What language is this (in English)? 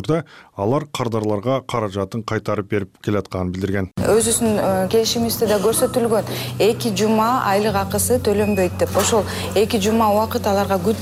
Kyrgyz